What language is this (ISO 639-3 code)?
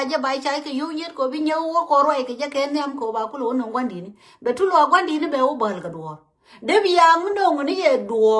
nus